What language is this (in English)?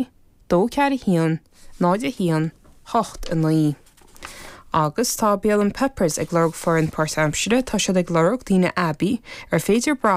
Irish